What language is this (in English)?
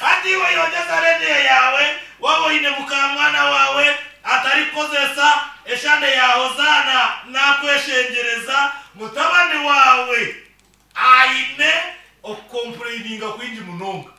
Nyankole